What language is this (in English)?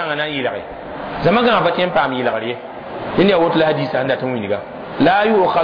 Mossi